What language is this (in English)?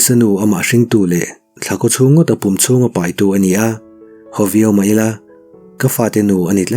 Mizo